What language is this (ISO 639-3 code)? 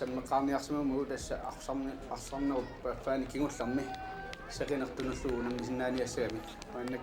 kal